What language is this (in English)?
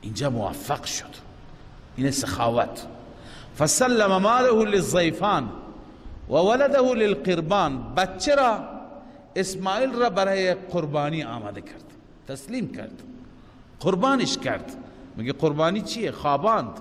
Persian